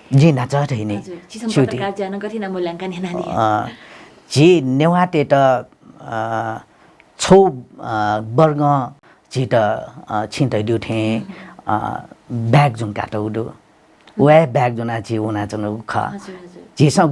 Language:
Newari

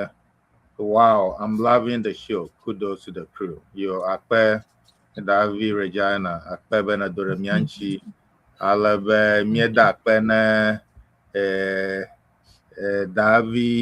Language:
Ewe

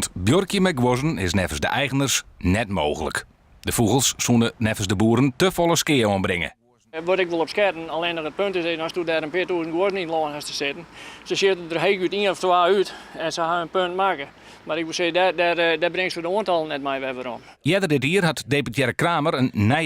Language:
Western Frisian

